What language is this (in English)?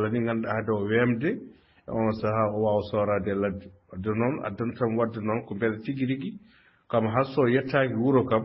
Fula